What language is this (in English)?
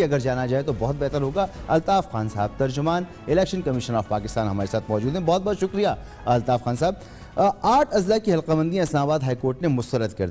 Urdu